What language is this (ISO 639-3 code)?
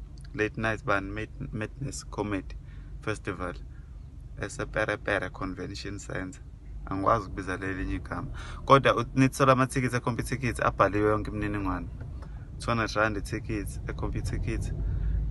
zul